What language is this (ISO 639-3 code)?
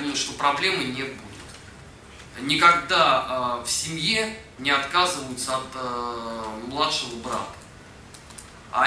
rus